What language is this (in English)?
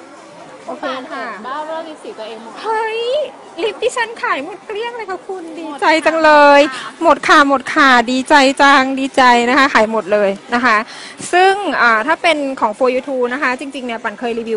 Thai